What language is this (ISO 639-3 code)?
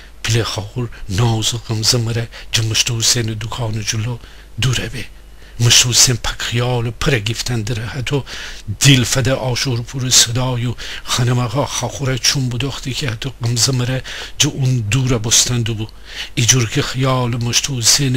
glk